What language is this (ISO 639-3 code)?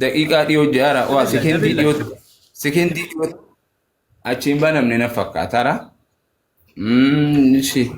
orm